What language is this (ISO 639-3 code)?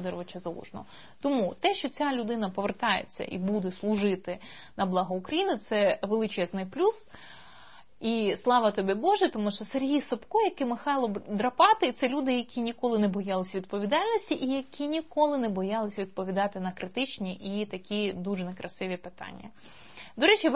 ukr